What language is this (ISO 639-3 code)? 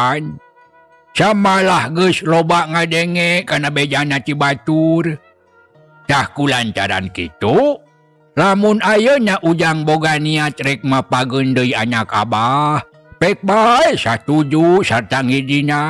sun